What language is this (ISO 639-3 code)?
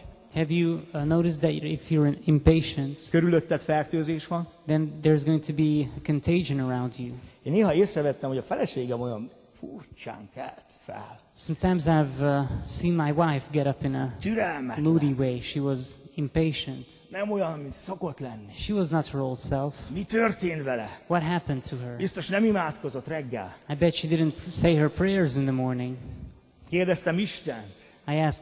hun